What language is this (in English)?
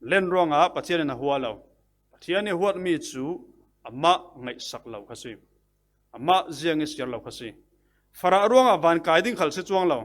Falam Chin